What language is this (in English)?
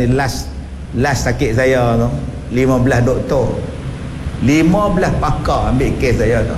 Malay